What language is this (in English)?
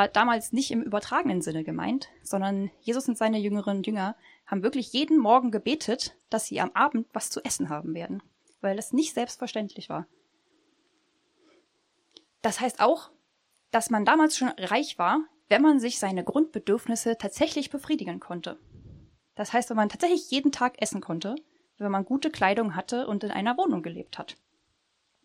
German